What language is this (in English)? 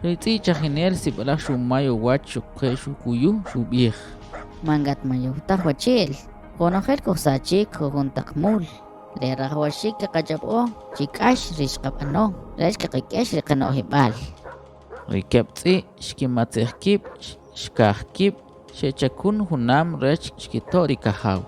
Kʼicheʼ